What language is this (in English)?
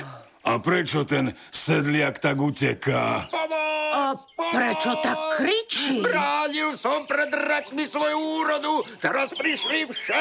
Slovak